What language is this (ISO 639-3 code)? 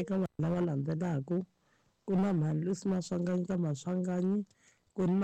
tso